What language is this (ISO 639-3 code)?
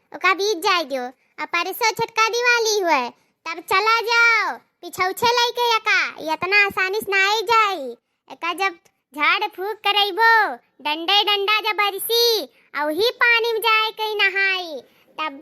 awa